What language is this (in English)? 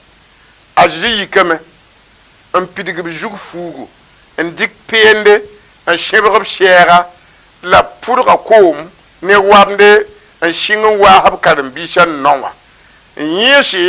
Mossi